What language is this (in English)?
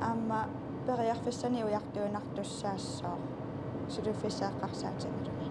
Kalaallisut